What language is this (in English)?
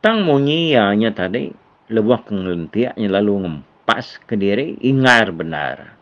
Iban